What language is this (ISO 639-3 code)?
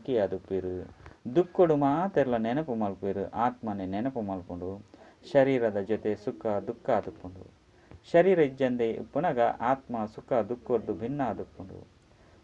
tcy